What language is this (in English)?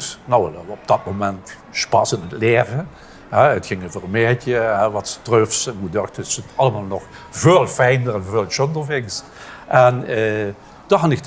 Limburgish